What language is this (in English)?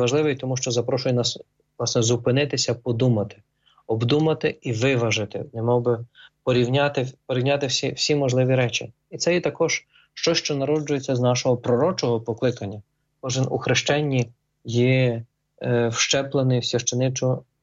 Ukrainian